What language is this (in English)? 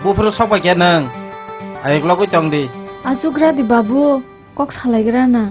Kok Borok